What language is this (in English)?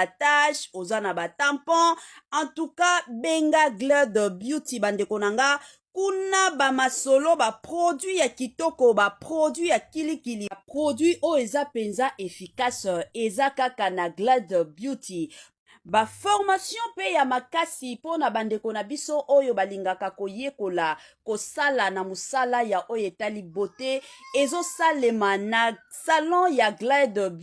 Lingala